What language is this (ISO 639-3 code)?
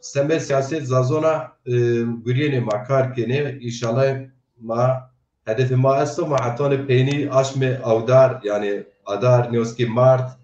zza